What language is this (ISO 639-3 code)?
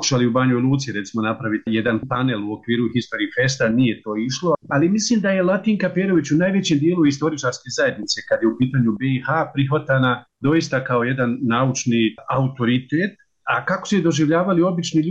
srp